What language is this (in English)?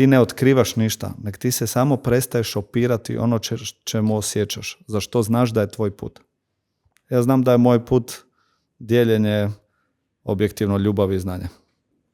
Macedonian